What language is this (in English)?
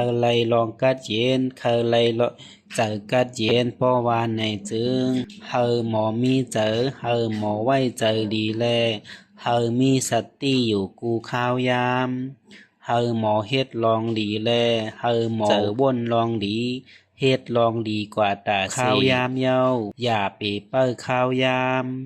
Shan